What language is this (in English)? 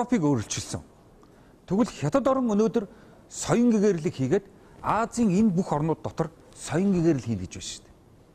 Mongolian